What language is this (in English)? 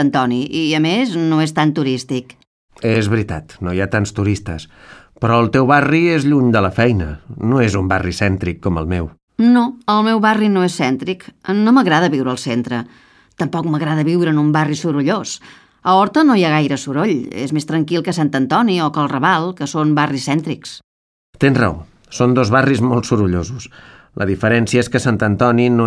Catalan